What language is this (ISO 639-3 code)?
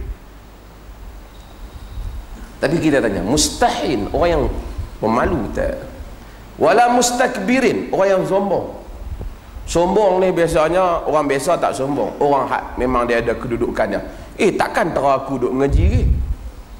msa